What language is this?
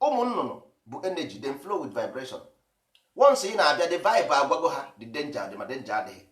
Igbo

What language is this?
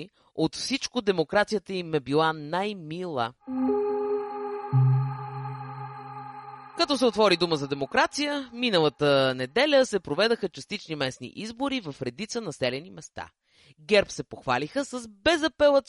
Bulgarian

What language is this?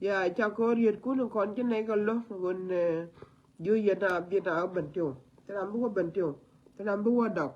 Nuer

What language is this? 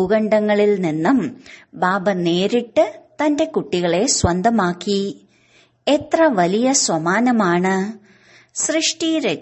Malayalam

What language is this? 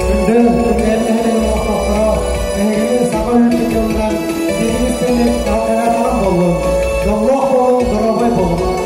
Yakut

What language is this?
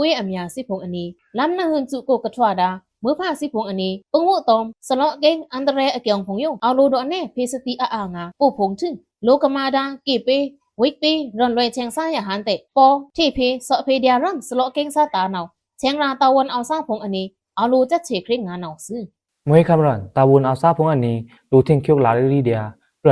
Pa'o Karen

